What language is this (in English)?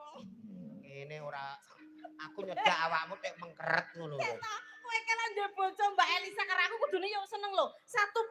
Javanese